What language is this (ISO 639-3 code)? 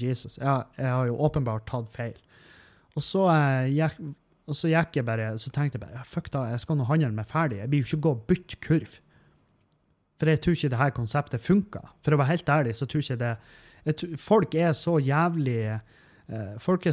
nor